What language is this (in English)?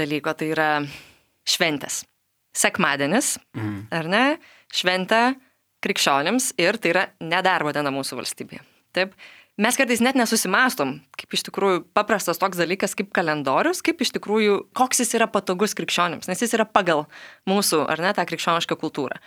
Lithuanian